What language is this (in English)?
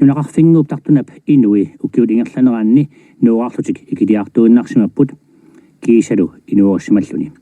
Kalaallisut